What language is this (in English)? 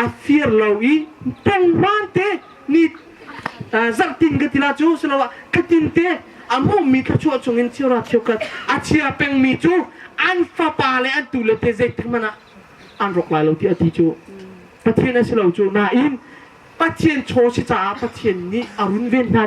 Hakha Chin